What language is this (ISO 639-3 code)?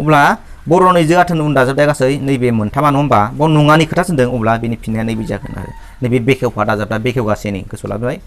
brx